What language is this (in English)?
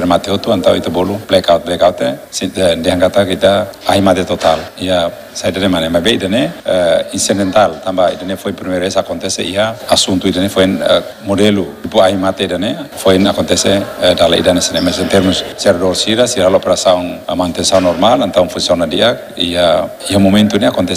Tetum